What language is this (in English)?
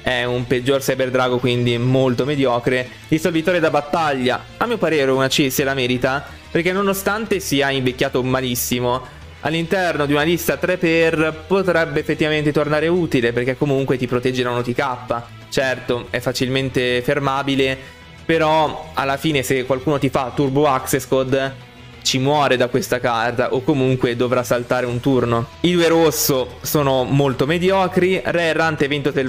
Italian